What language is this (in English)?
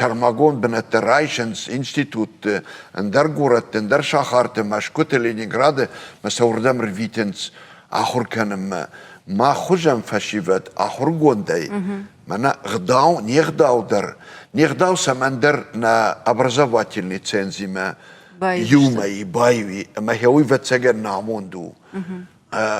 Ossetic